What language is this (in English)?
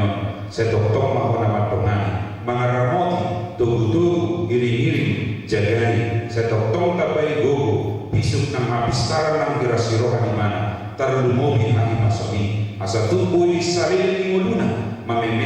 Batak Toba